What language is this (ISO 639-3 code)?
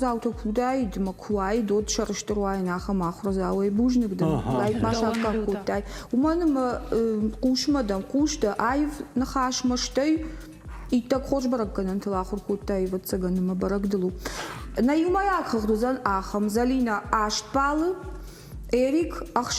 oss